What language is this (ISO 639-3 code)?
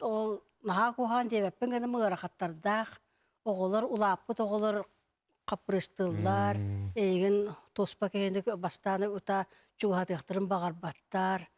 sah